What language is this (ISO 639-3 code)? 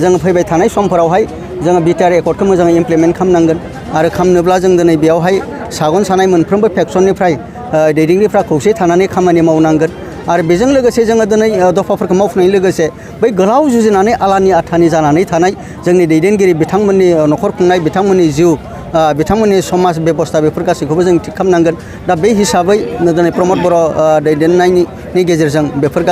brx